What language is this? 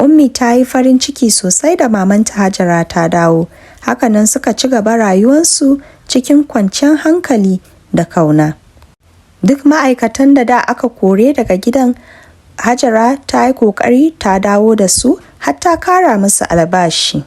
Hausa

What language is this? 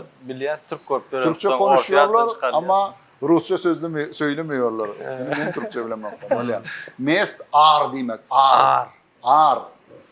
Turkmen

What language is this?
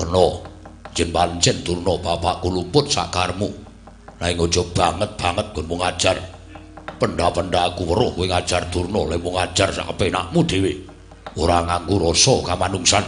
Javanese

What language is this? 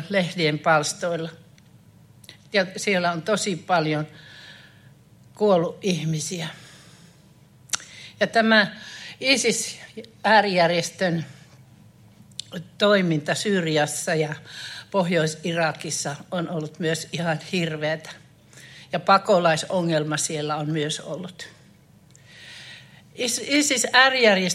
Finnish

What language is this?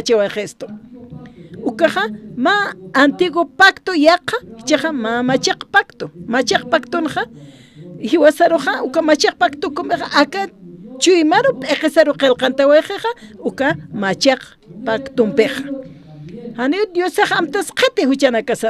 Aymara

